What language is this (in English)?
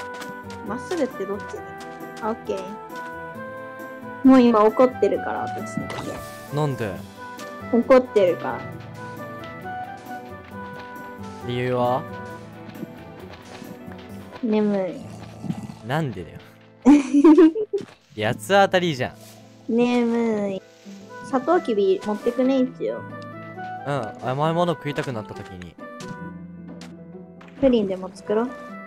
Japanese